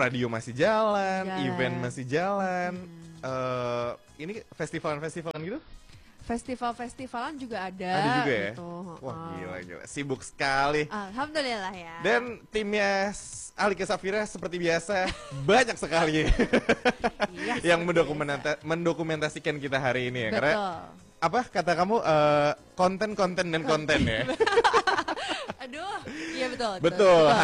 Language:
Indonesian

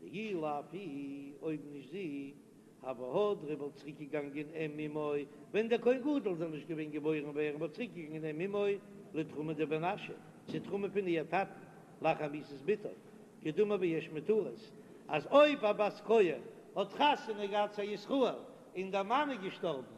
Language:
Yiddish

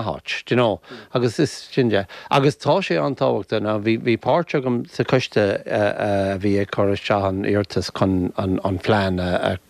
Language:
Irish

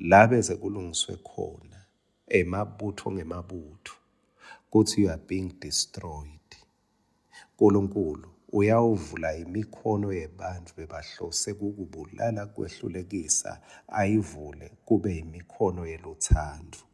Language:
Swati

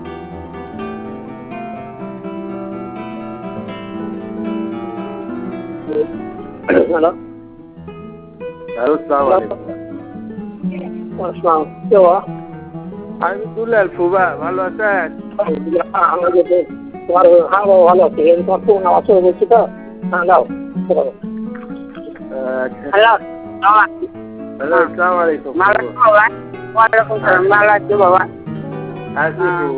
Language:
Bangla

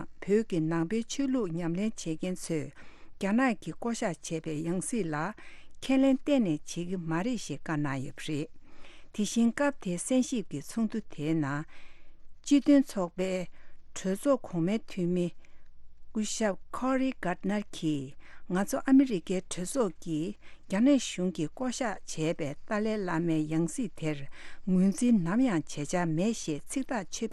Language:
Tibetan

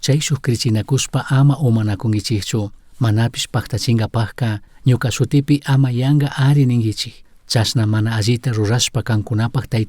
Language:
Chimborazo Highland Quichua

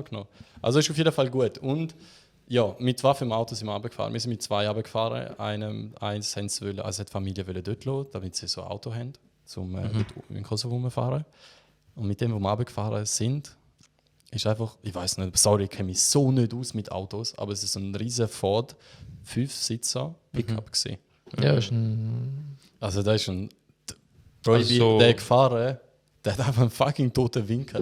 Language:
Swiss German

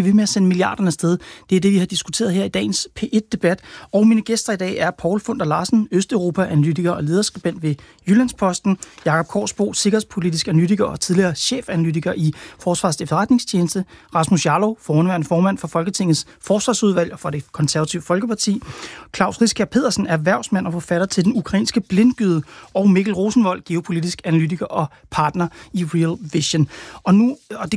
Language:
Danish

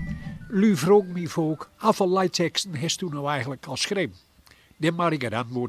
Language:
Gronings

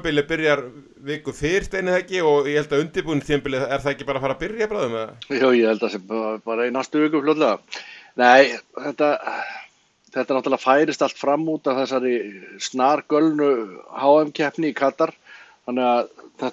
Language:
Icelandic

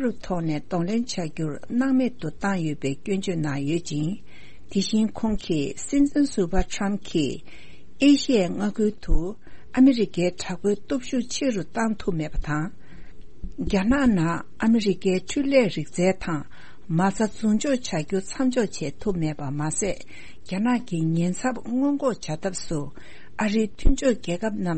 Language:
Tibetan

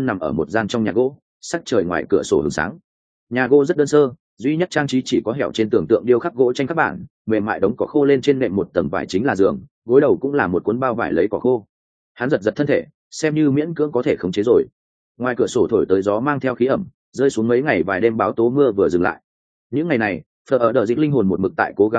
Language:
Vietnamese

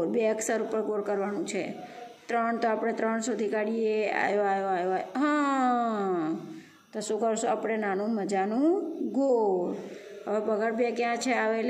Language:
Gujarati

